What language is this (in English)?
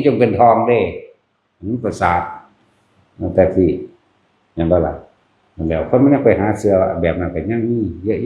Northeastern Thai